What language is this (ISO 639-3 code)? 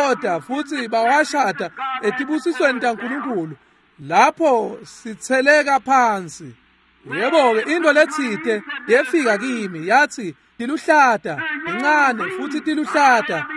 ssw